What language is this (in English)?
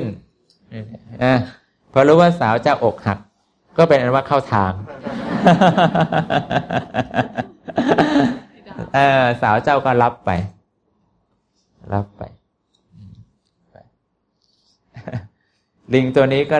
Thai